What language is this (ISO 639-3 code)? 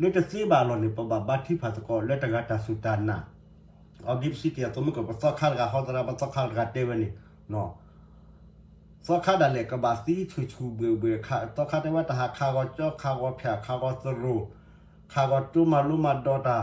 ksw